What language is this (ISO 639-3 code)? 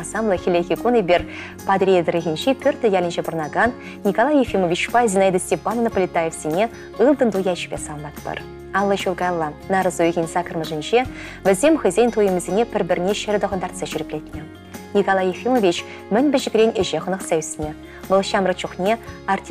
chv